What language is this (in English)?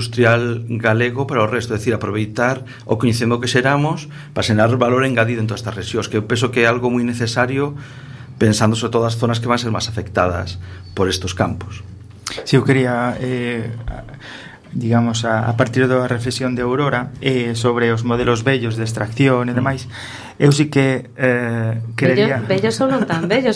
Galician